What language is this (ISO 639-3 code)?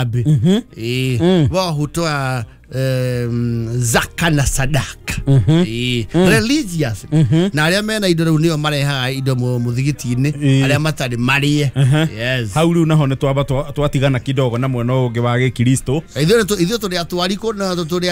kik